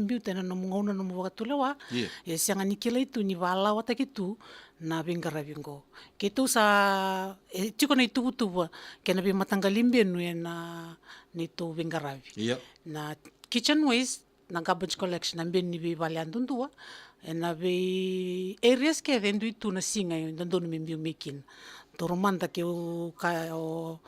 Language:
Fijian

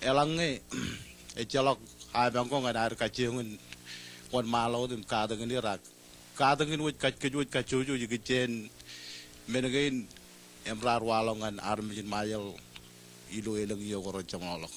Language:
Marshallese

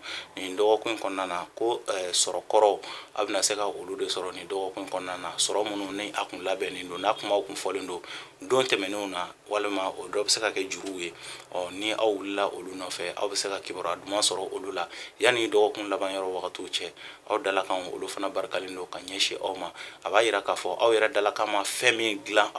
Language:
Bambara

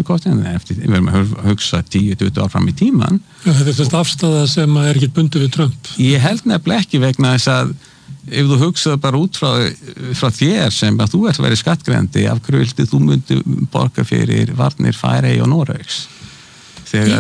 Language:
Icelandic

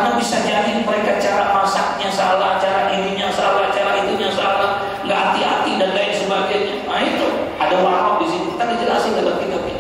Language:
Indonesian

